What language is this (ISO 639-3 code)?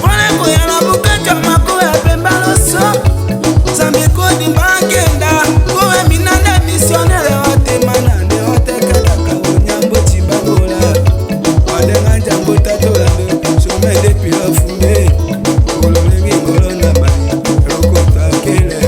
tll